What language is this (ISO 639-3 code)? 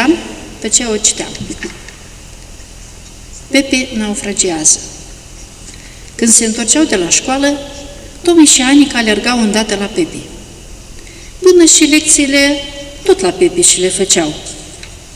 ron